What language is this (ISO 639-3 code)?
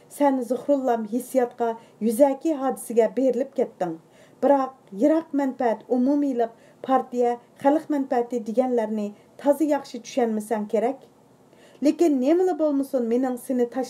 uig